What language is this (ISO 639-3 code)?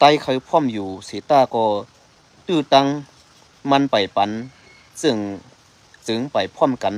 shn